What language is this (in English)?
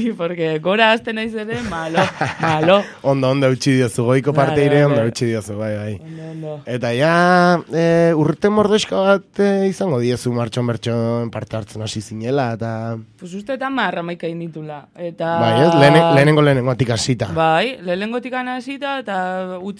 Basque